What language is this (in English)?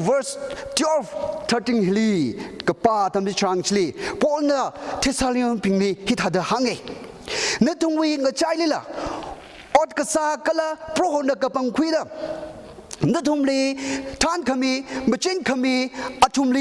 Tangkhul Naga (India)